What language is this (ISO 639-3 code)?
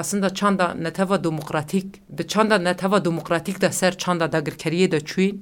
kur